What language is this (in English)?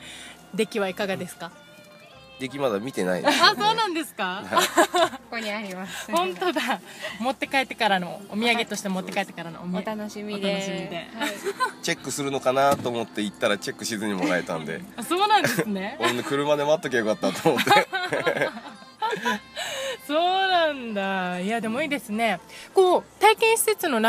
Japanese